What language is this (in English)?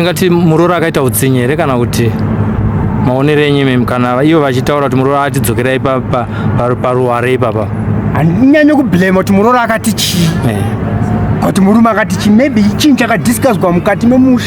Shona